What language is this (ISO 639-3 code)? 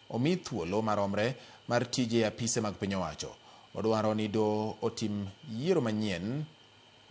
luo